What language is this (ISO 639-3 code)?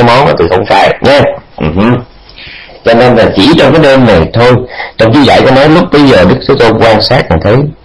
vie